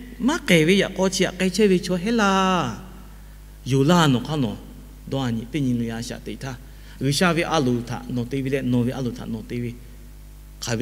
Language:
Lahu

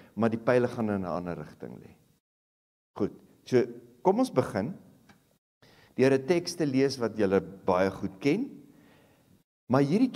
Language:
Afrikaans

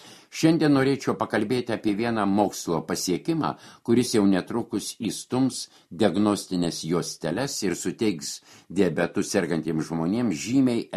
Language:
Lithuanian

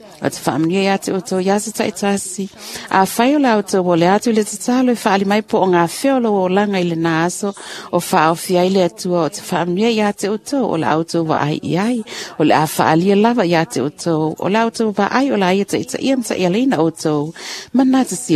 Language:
Samoan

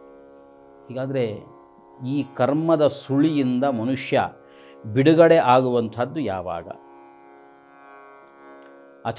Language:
Kannada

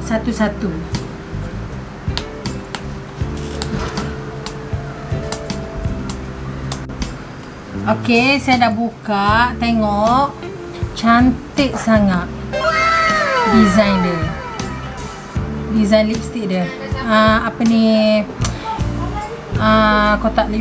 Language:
Malay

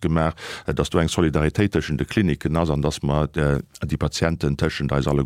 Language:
Luxembourgish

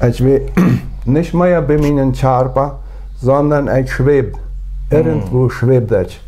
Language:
Plautdietsch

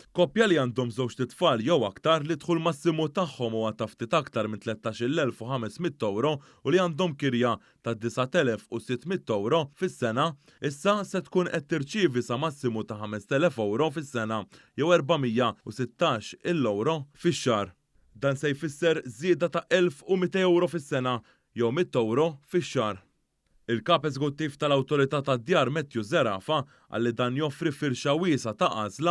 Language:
Maltese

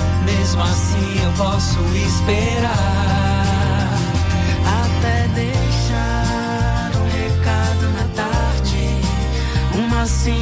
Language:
Portuguese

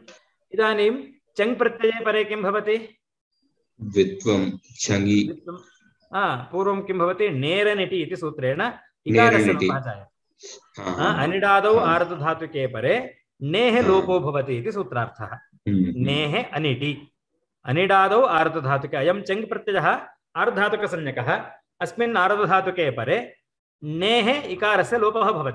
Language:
Sanskrit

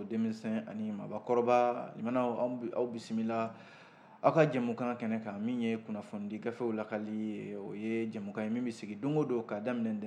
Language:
Bambara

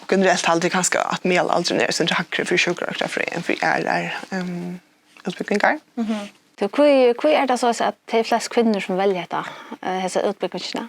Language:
Faroese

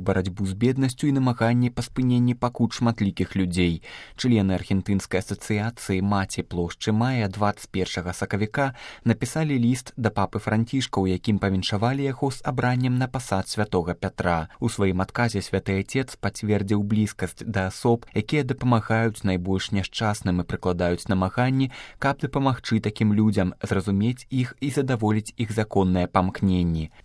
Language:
Belarusian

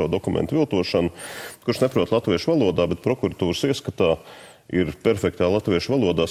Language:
Latvian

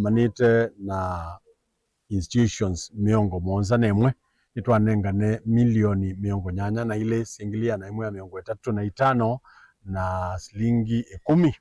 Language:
Kamba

